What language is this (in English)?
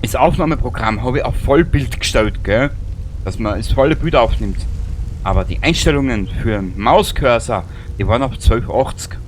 Bavarian